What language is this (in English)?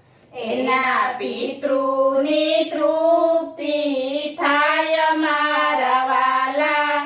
Gujarati